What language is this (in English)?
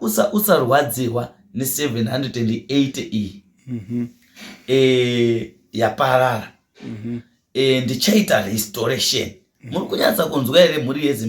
Shona